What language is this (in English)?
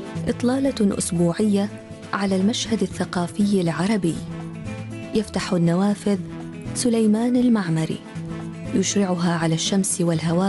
Arabic